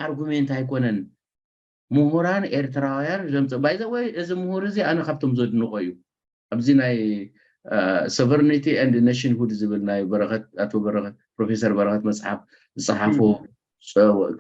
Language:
Tigrinya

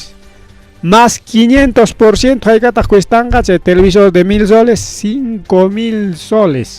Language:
Ayacucho Quechua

